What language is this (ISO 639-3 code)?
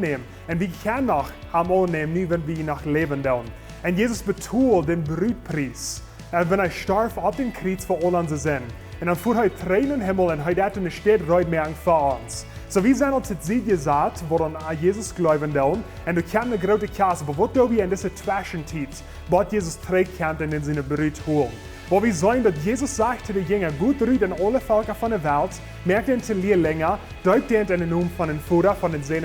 pdt